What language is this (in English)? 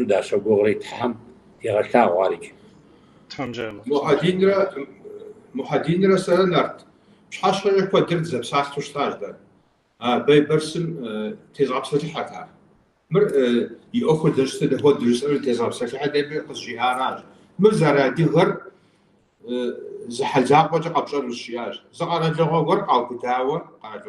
Kabardian